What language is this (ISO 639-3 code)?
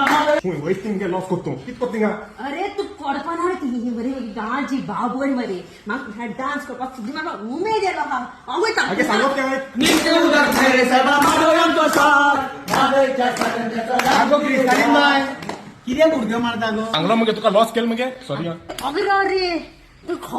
kok